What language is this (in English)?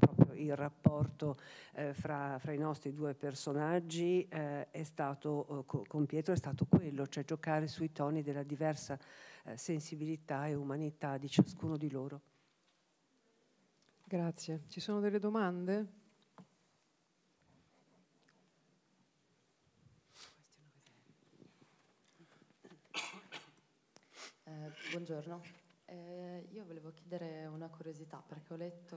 Italian